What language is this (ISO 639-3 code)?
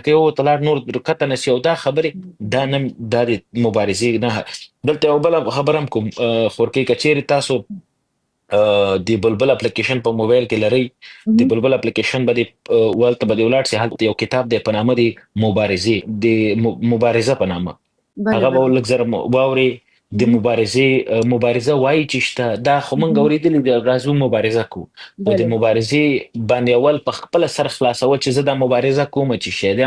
pus